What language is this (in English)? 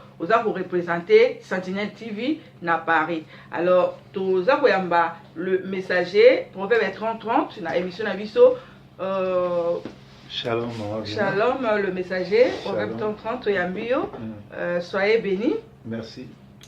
Lingala